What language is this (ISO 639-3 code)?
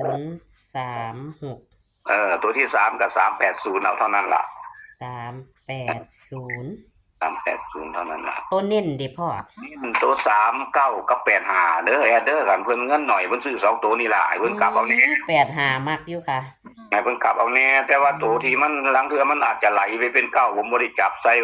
tts